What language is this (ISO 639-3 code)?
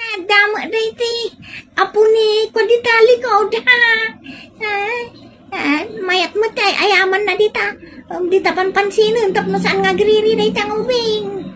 ilo